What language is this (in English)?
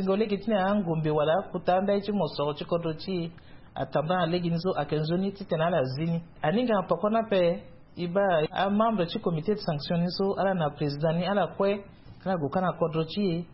Sango